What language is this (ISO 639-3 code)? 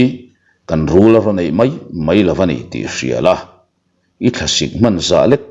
lus